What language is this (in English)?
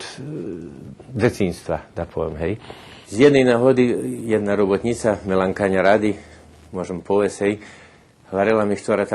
Rusyn